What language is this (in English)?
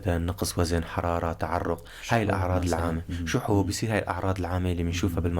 North Levantine Arabic